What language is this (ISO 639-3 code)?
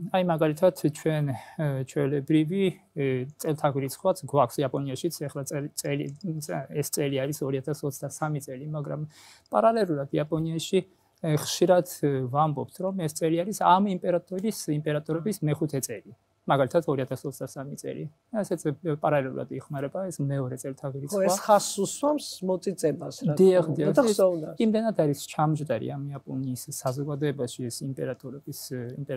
kat